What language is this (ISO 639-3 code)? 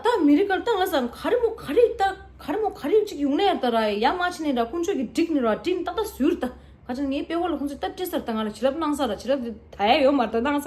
bod